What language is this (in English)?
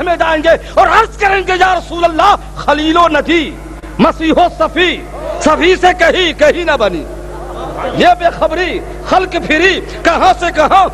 Urdu